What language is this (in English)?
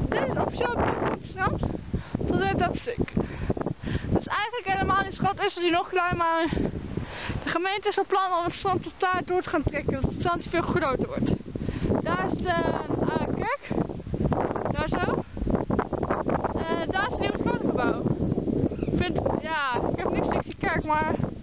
Dutch